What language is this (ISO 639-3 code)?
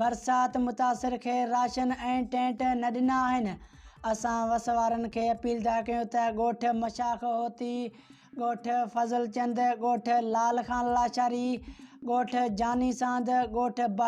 snd